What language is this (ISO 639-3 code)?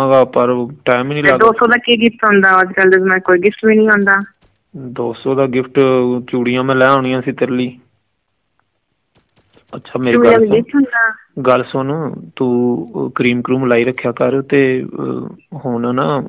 pan